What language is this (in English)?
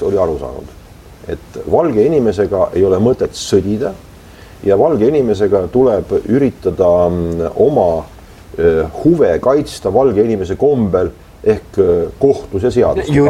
Estonian